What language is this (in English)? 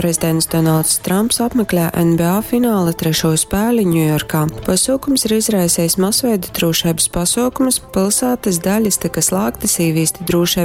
Latgalian